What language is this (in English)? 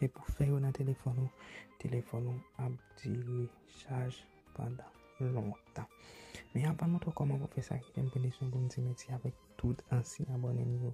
Haitian Creole